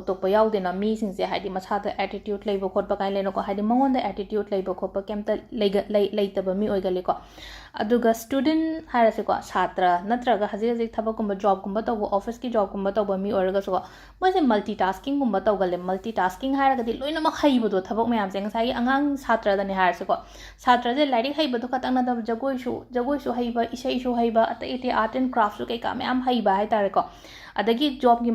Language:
Manipuri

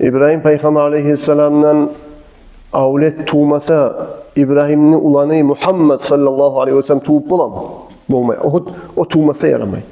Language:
Kumyk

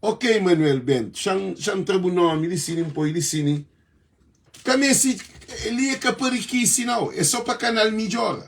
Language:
Kabuverdianu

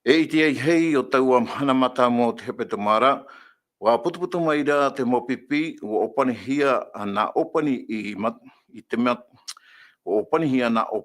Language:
Tahitian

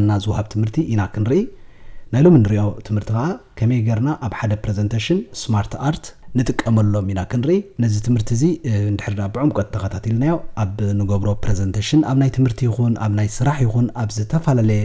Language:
Tigrinya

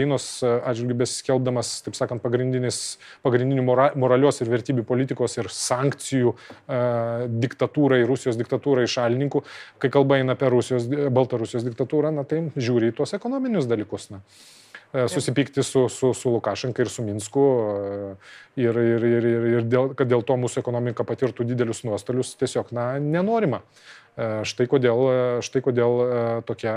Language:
Lithuanian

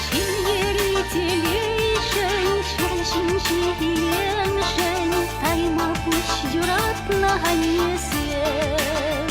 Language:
Chuvash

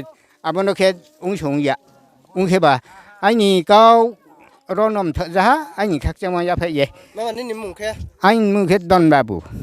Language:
Riang (India)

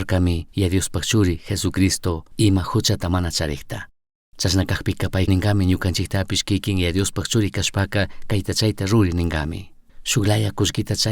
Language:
Chimborazo Highland Quichua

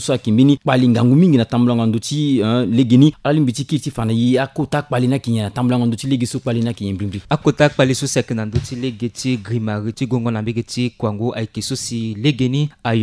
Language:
Sango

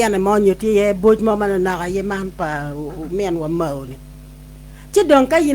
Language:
Acoli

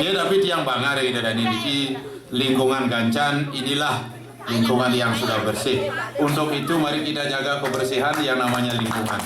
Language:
Balinese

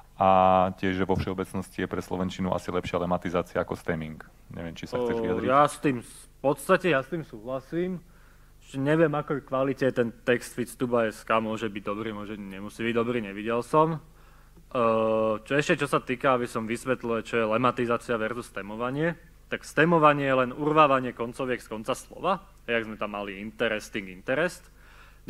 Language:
Slovak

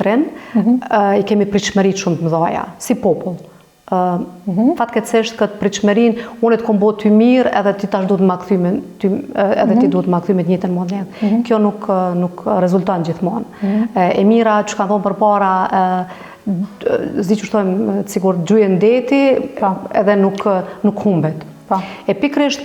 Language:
Albanian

